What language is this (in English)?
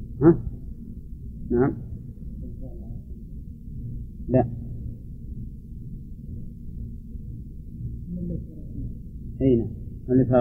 Arabic